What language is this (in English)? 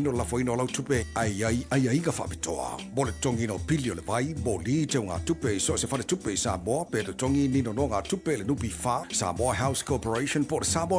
Samoan